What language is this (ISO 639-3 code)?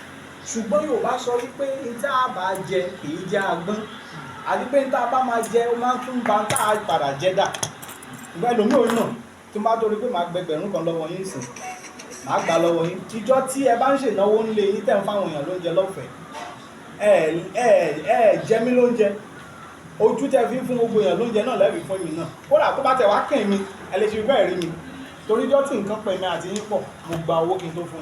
yor